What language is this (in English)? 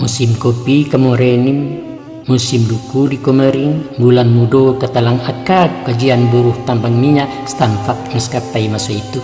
Minangkabau